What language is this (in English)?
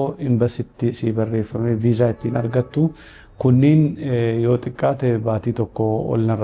Oromo